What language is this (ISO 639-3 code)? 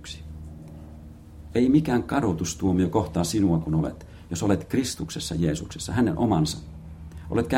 fin